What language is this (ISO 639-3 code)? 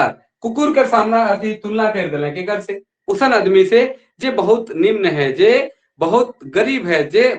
sck